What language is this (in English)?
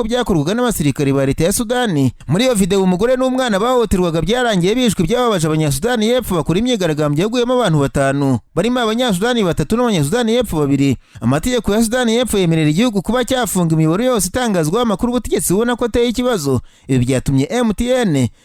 Kinyarwanda